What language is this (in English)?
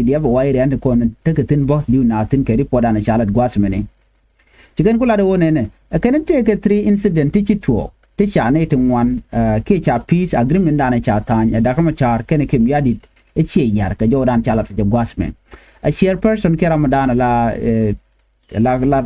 Nuer